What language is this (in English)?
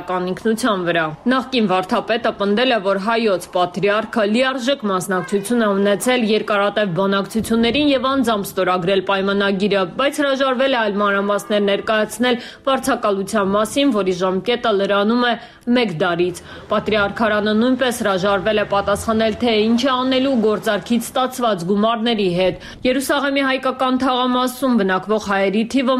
Armenian